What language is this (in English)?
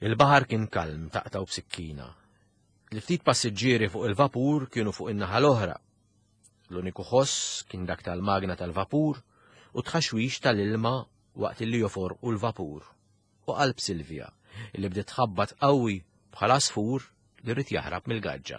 Maltese